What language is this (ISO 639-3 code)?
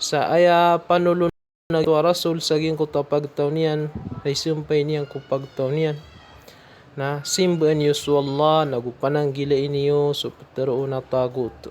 mrw